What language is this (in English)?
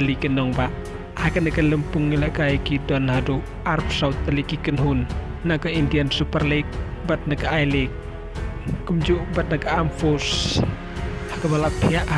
Khasi